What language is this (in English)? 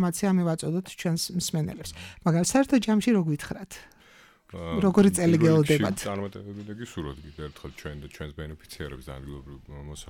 Georgian